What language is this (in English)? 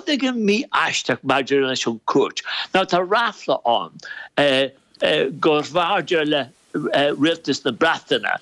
Irish